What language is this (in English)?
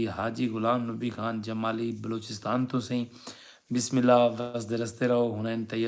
Saraiki